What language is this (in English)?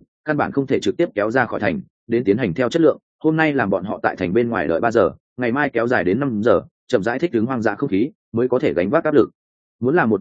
Vietnamese